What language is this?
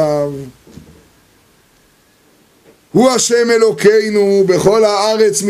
Hebrew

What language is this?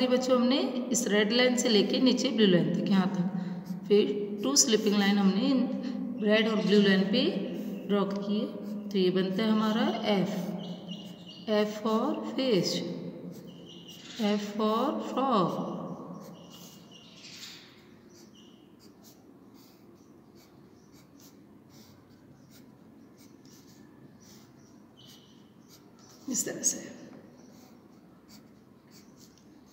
Hindi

